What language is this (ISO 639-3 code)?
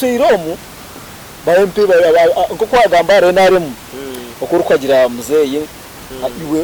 nyn